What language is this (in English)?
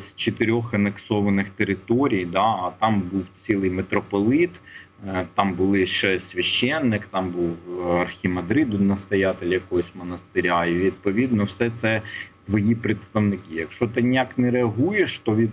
Ukrainian